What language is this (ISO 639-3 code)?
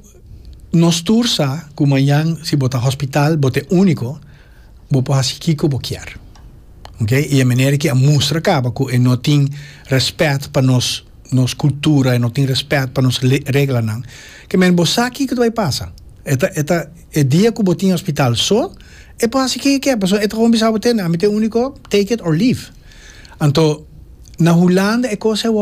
pap